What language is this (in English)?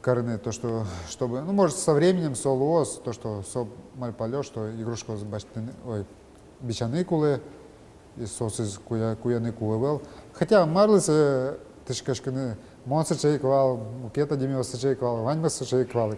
Udmurt